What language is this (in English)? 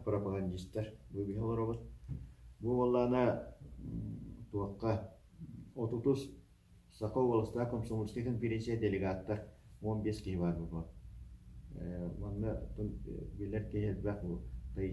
Yakut